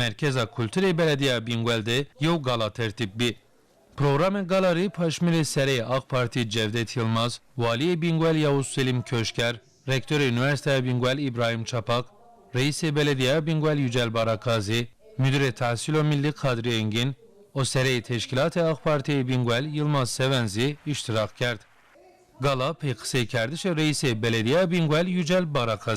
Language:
Zaza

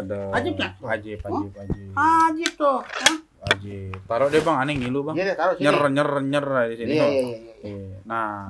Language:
Betawi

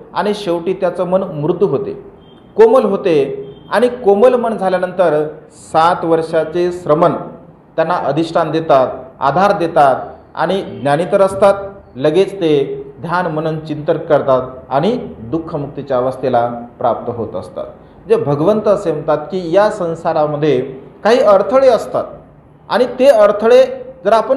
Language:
Marathi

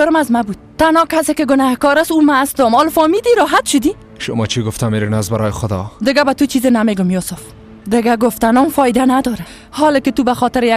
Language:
Persian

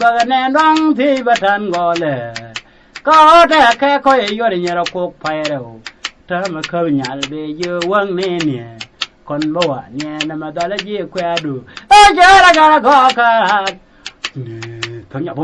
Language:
Nuer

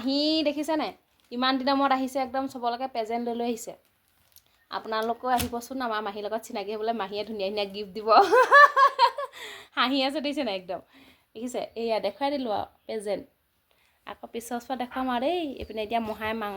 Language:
Assamese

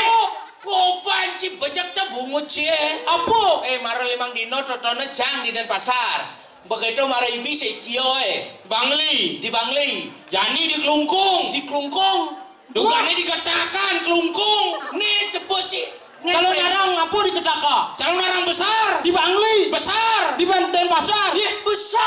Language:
Balinese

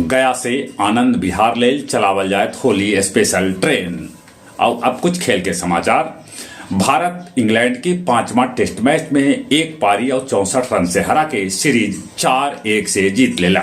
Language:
Magahi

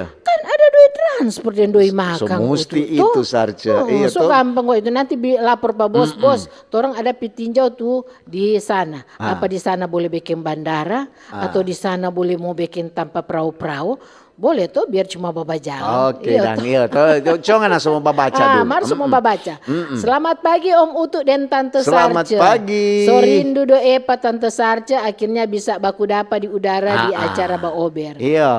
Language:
Manado Malay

